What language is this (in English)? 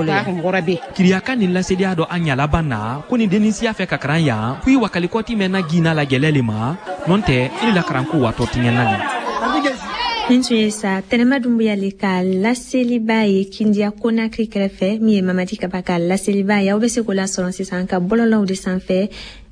Bambara